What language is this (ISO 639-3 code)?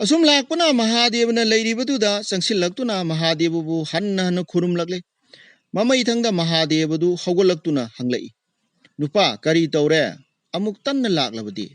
mni